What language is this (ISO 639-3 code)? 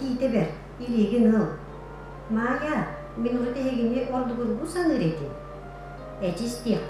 sah